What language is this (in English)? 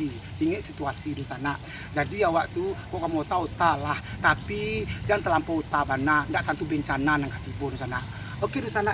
Minangkabau